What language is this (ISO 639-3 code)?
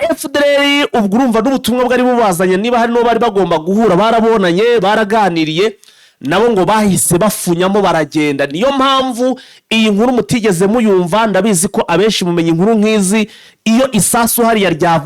kin